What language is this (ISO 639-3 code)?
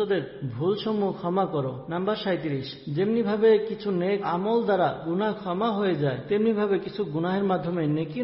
ben